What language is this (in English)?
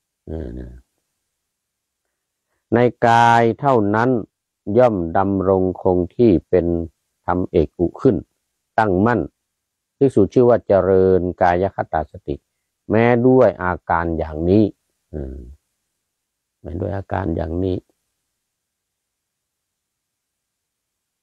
Thai